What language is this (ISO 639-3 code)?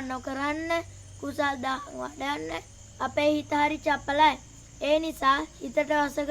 sin